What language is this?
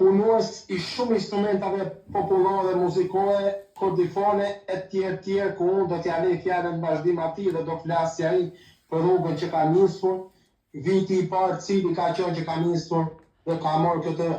Albanian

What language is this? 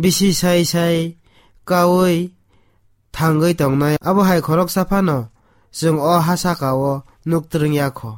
Kok Borok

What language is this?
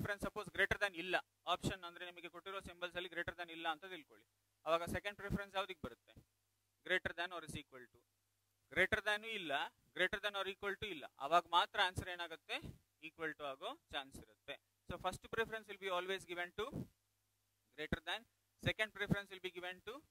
Kannada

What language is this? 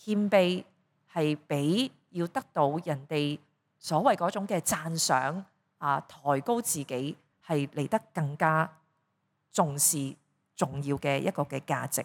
Cantonese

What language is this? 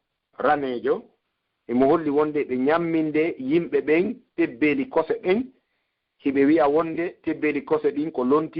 Pular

